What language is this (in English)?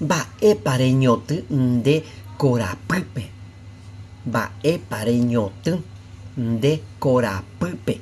Guarani